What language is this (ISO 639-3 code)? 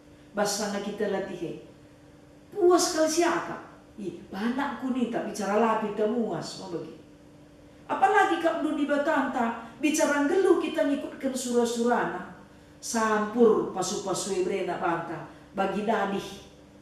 btx